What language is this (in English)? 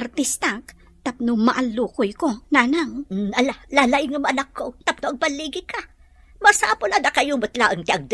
Iloko